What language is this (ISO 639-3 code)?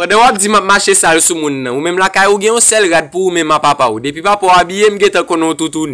hat